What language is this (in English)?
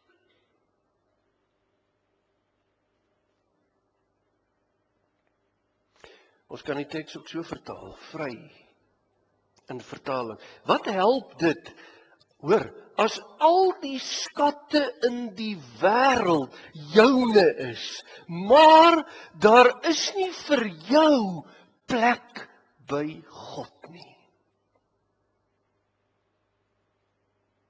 Afrikaans